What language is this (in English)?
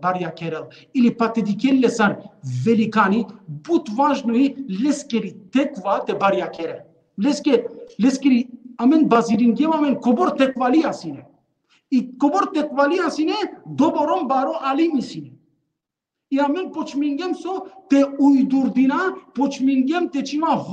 Balkan Romani